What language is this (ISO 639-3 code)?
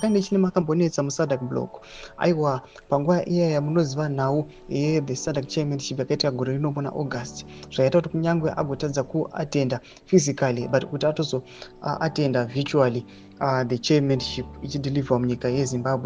sna